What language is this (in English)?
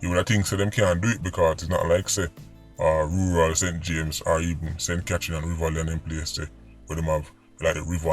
Jamaican Creole English